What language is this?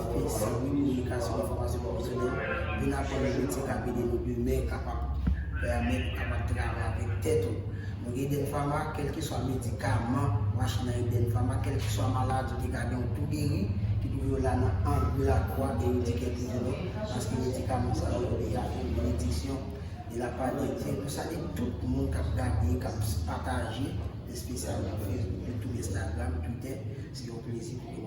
Haitian Creole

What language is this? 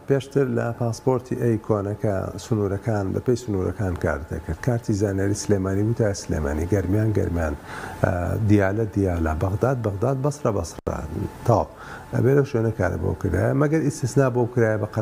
Central Kurdish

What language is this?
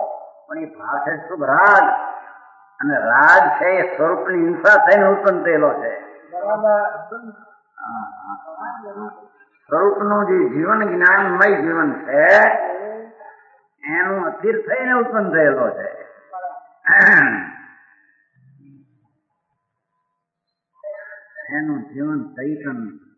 Gujarati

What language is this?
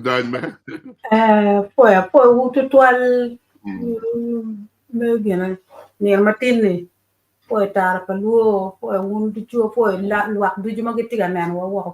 Acoli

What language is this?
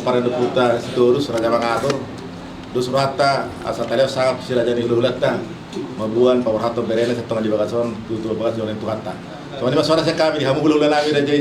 Batak Toba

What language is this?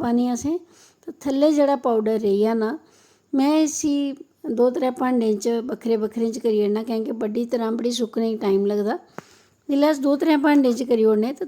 Dogri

